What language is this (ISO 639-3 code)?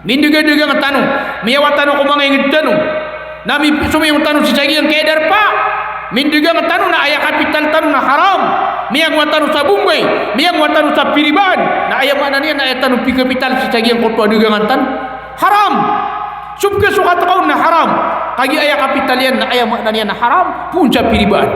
mrw